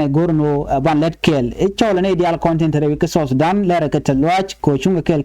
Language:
Nuer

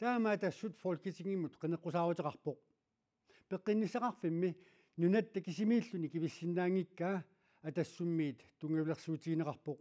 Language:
Kalaallisut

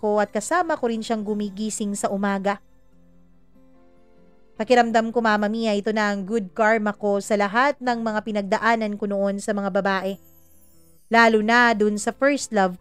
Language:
Filipino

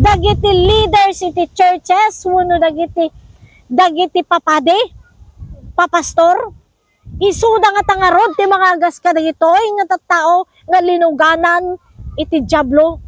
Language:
Iloko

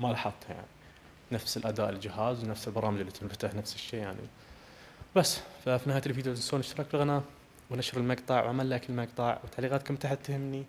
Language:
Najdi Arabic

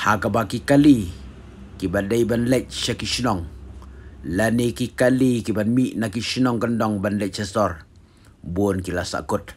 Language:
Khasi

